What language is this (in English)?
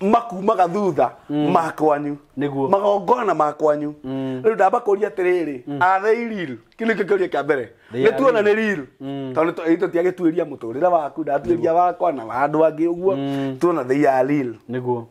Kikuyu